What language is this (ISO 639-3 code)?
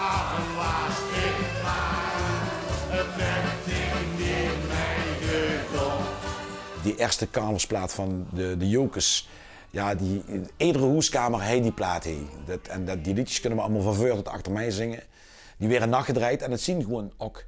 lim